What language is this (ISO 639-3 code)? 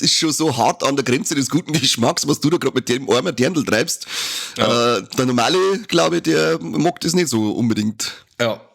bar